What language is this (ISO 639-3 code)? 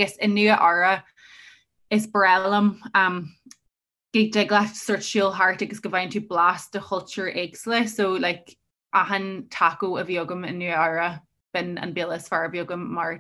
gle